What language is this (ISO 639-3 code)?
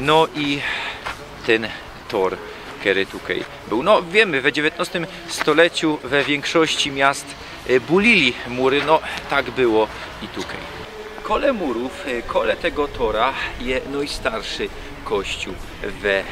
szl